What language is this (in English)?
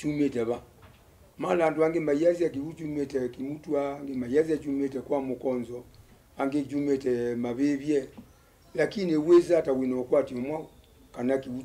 Kamba